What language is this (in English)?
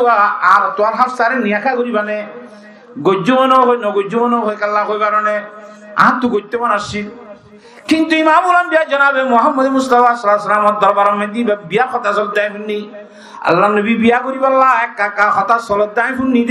Rohingya